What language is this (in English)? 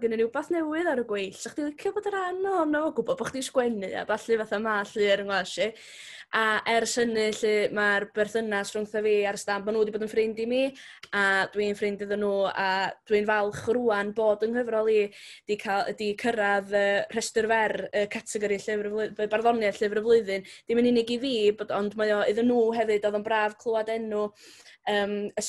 Welsh